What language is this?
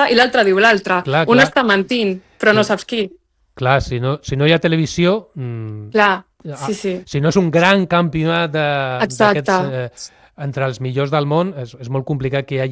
Catalan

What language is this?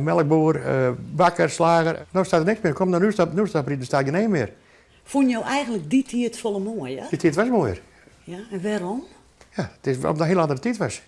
Western Frisian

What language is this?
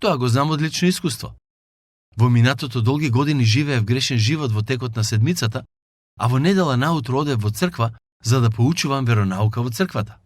Macedonian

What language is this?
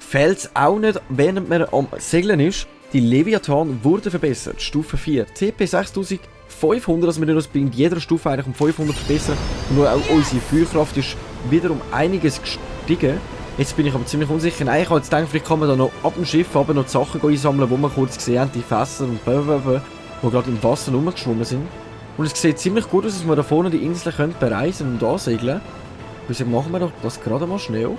Swiss German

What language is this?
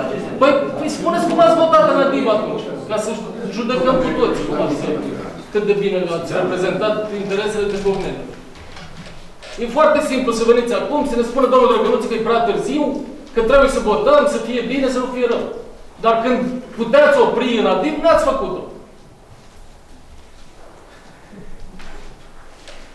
Romanian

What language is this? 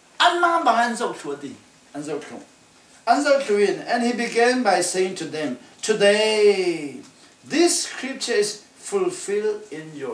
Falam Chin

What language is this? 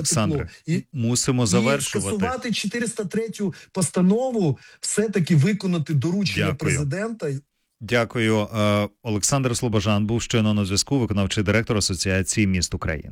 Ukrainian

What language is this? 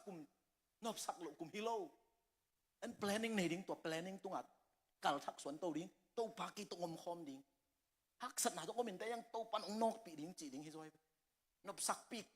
Tedim Chin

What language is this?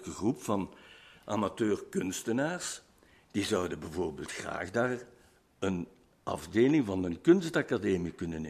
Dutch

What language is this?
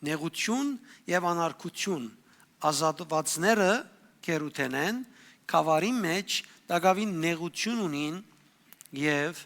Western Armenian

